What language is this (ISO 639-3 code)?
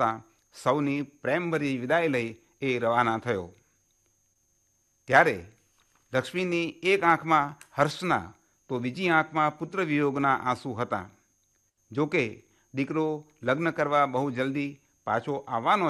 guj